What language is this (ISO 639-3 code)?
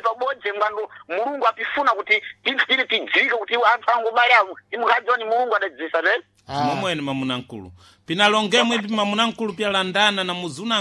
seh